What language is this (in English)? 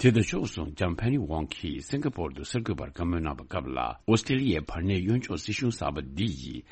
Tibetan